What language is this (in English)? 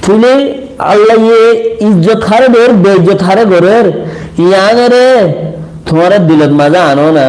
Rohingya